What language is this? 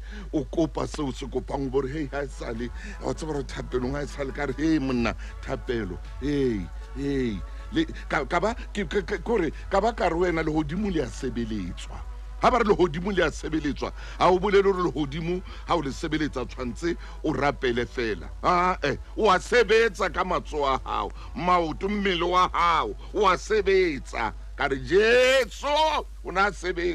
Southern Sotho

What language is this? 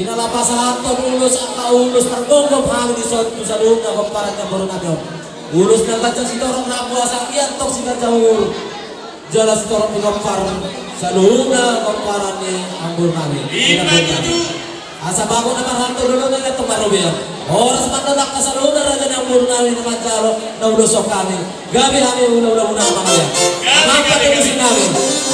Batak Toba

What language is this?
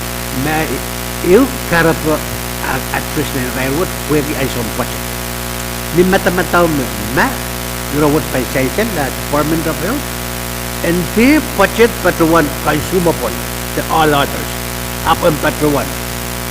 Pohnpeian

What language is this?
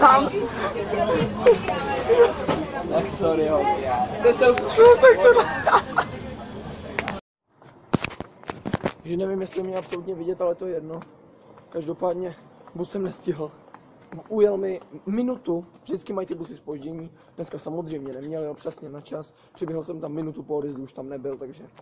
Czech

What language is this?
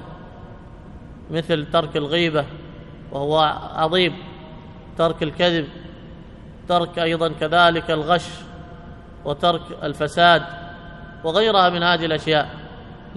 Arabic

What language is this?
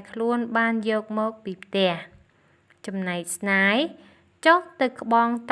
Khmer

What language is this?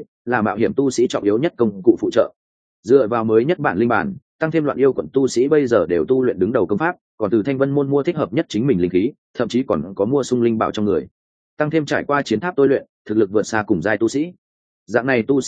Vietnamese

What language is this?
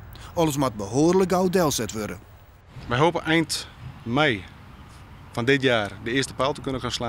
Western Frisian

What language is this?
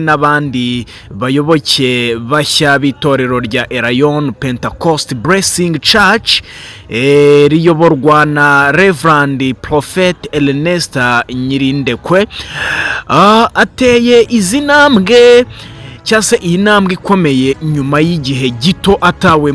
Kinyarwanda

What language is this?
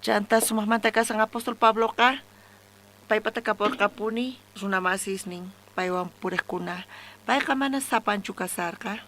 South Bolivian Quechua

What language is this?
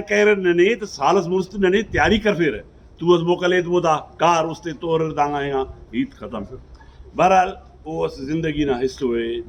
Brahui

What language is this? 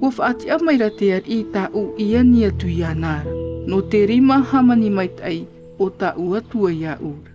Tahitian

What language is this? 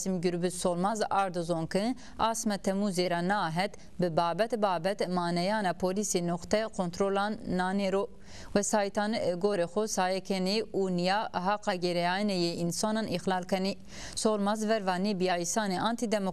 Zaza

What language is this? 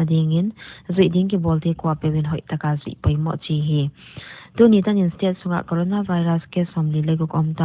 Paite Chin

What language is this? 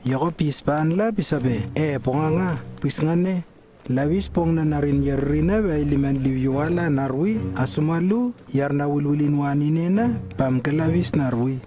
Lewo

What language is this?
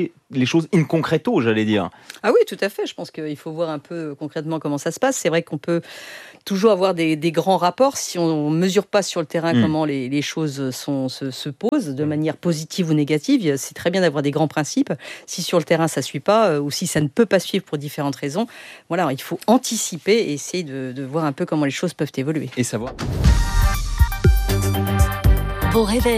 French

